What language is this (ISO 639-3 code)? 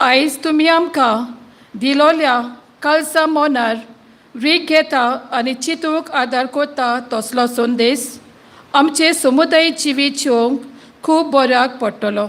kok